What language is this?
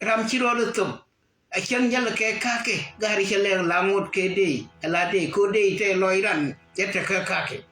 Nuer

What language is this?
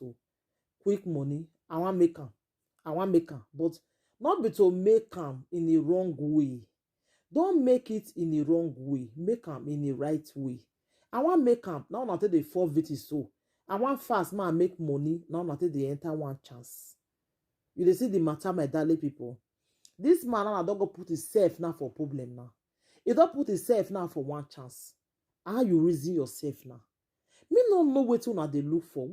Nigerian Pidgin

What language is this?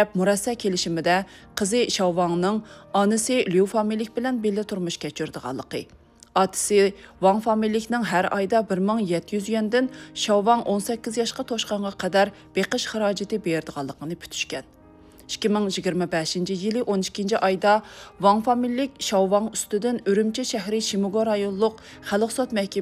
Uyghur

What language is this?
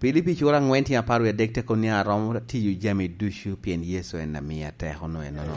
Lango (Uganda)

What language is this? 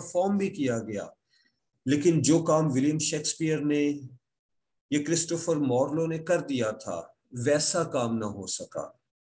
Urdu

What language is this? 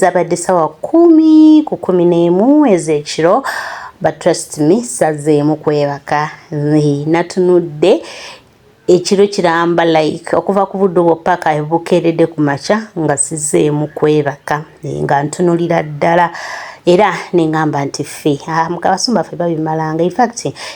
Ganda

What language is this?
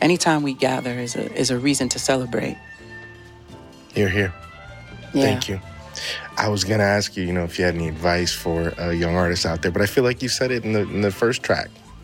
English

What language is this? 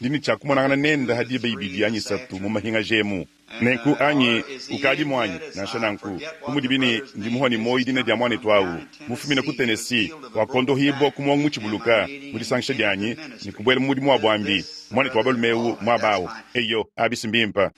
Luba-Lulua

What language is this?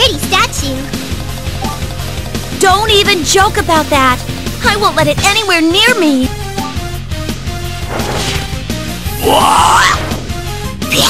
English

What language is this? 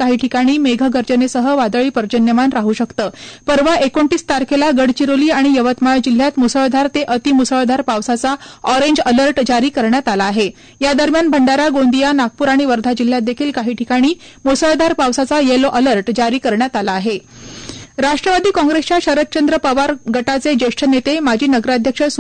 Marathi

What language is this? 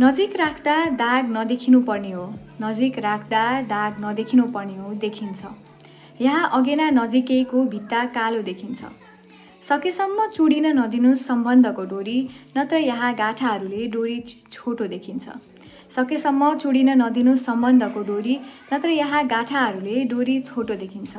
Nepali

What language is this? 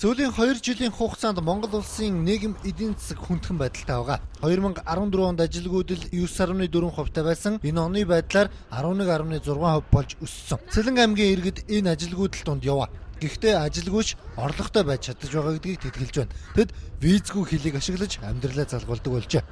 Mongolian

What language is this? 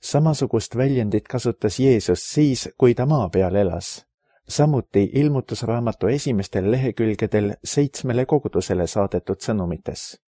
Estonian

